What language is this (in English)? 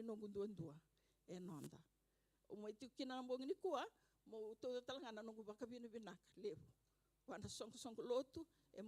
Fijian